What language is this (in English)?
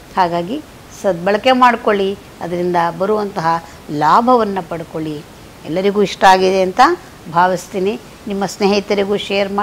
Kannada